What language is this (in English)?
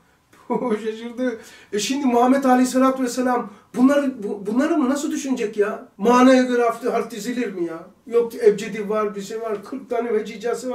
Turkish